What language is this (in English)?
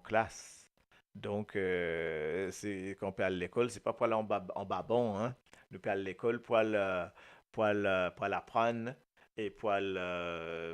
Morisyen